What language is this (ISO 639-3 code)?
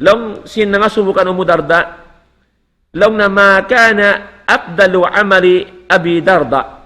tsg